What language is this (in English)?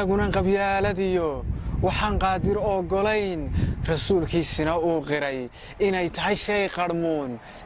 Somali